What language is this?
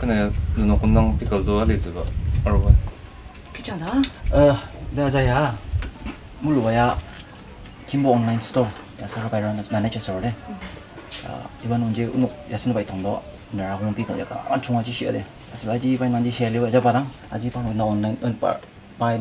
Ao Naga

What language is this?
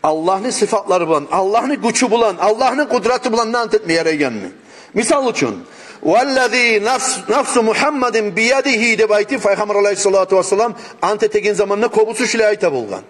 Kumyk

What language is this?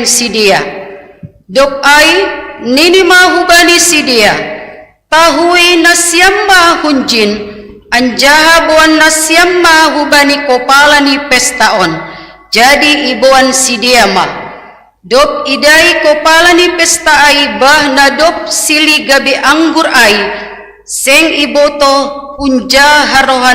Batak Simalungun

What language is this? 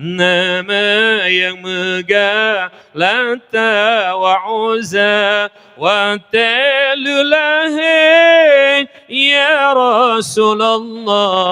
Achinese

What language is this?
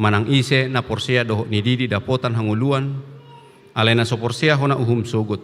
Batak Toba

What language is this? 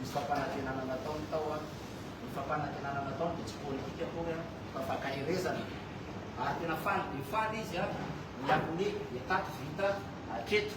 Malagasy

